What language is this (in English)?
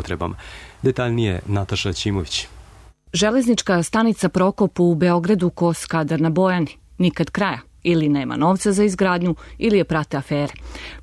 Serbian